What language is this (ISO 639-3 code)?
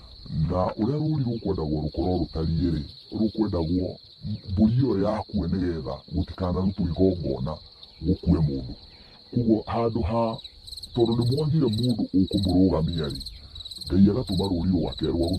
kik